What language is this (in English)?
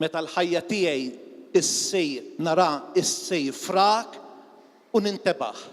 Maltese